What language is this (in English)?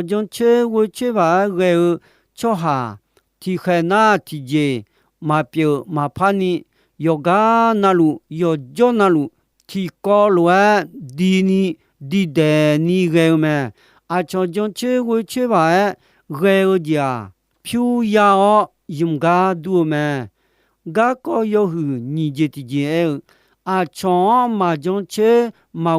Akha